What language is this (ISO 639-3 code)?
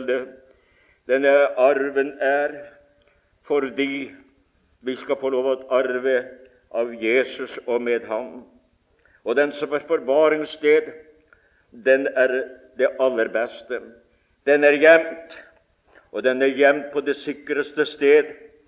nor